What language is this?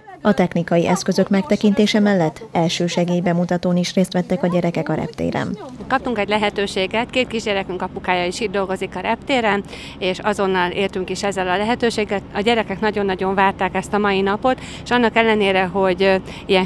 Hungarian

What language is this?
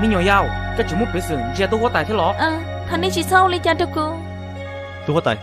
Hmong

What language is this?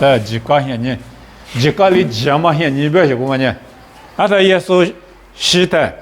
Lisu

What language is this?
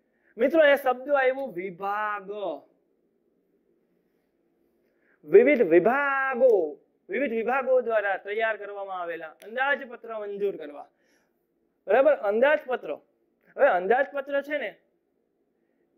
Gujarati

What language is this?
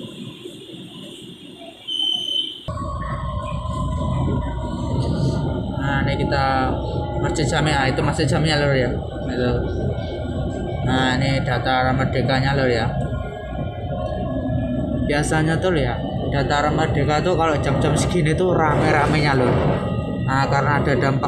Indonesian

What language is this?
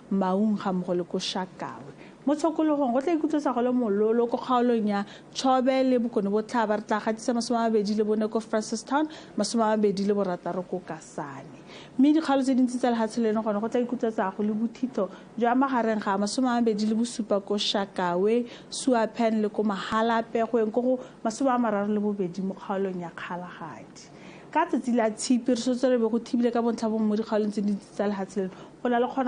Tswana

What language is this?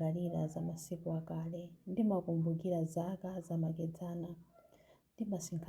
Nyanja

